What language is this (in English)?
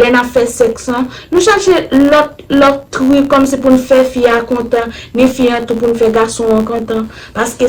Haitian Creole